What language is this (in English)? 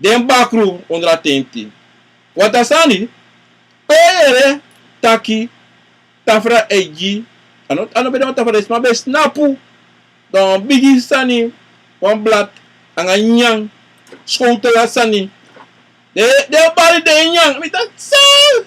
Sranan Tongo